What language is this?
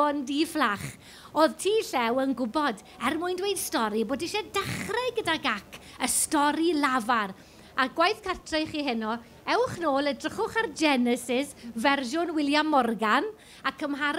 Welsh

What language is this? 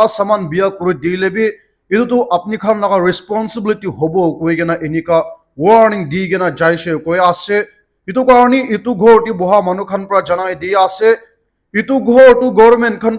Naga Pidgin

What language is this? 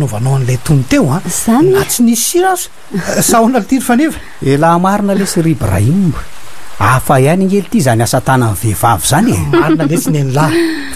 Malagasy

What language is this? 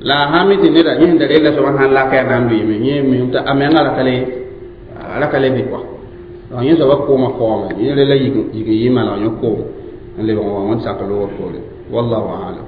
Mossi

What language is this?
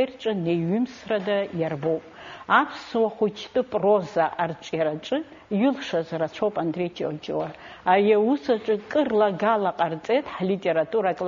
Abkhazian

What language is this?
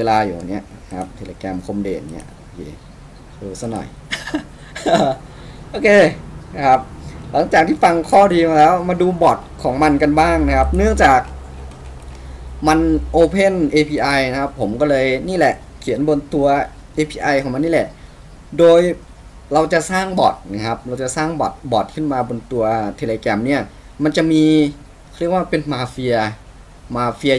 Thai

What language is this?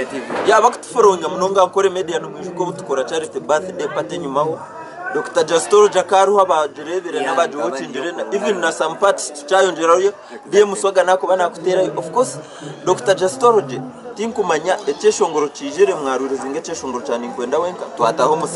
Nyankole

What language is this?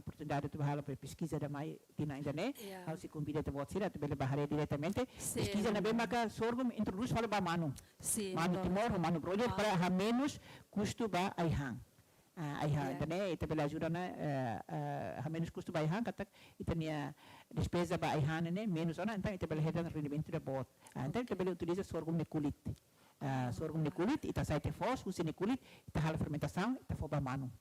Tetum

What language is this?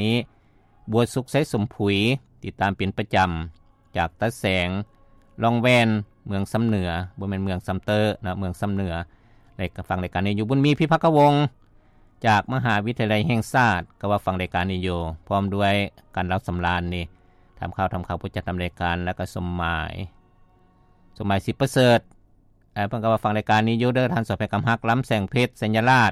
Lao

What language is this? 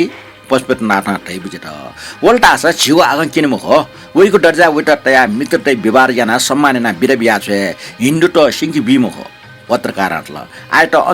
Newari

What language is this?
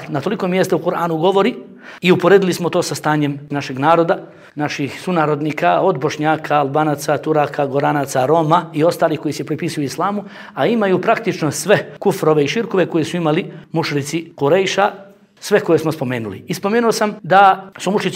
Bosnian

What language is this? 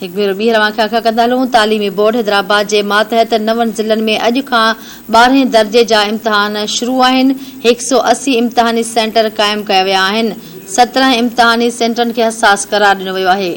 Sindhi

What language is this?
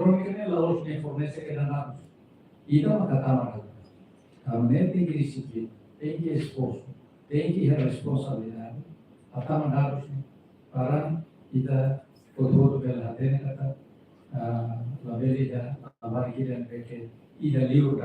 Tetum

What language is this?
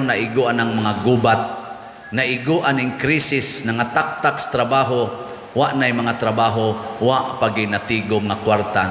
Cebuano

